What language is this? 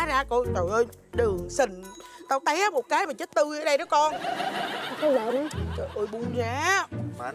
Vietnamese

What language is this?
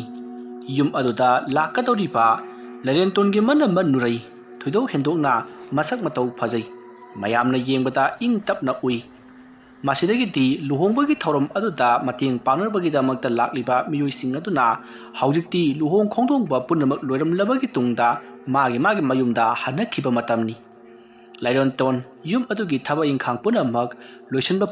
Manipuri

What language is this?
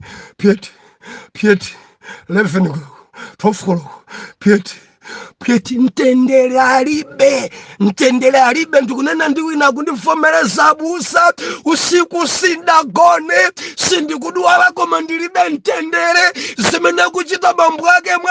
Nyanja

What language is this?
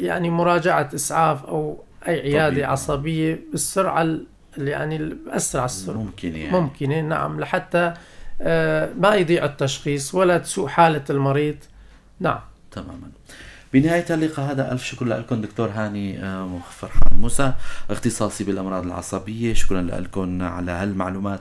North Levantine Arabic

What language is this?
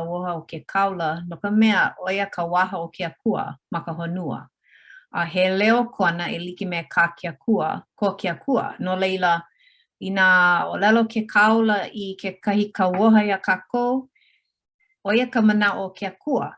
Hawaiian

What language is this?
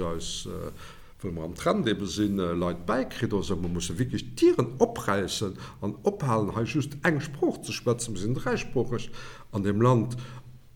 Luxembourgish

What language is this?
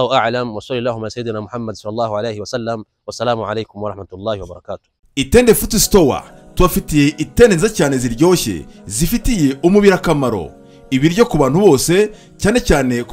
Kinyarwanda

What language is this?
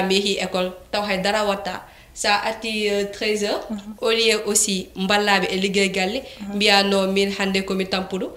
Fula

